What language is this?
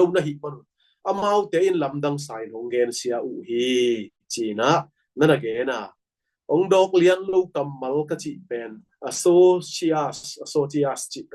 Tedim Chin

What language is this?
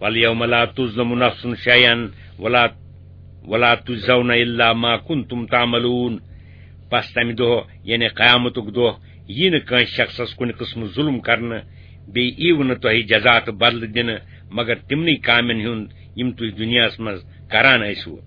Kashmiri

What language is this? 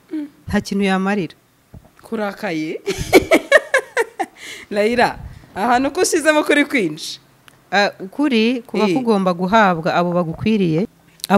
Kinyarwanda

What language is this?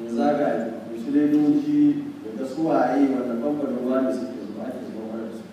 Hausa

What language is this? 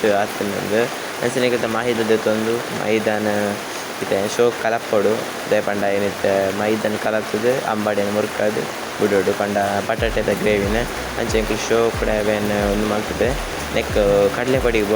Tulu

